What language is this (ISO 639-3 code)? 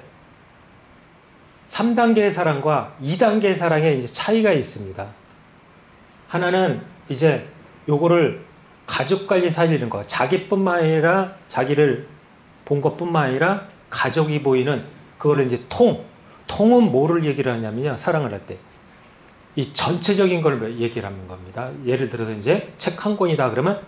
kor